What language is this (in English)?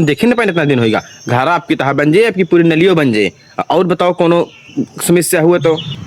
Awadhi